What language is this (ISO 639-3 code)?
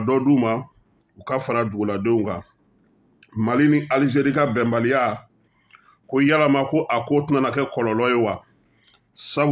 bam